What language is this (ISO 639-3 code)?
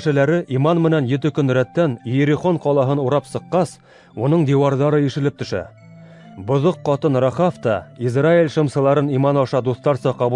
bak